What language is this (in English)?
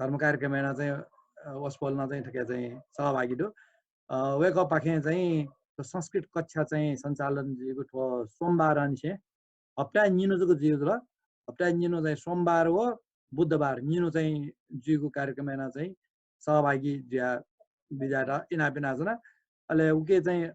Newari